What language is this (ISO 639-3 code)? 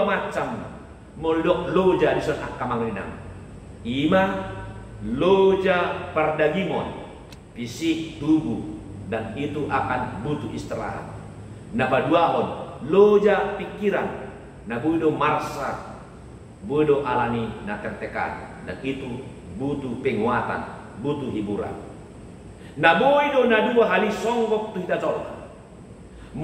bbc